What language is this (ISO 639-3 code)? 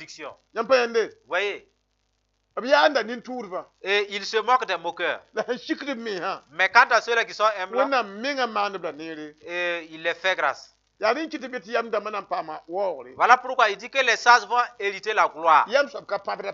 mos